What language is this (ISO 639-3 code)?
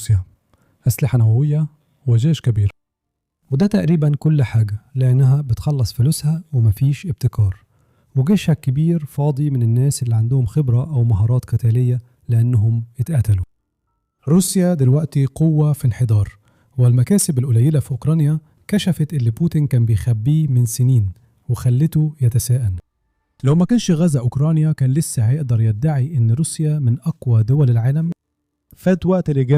arz